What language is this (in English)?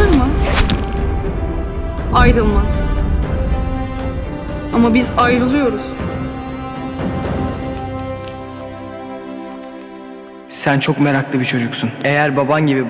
Turkish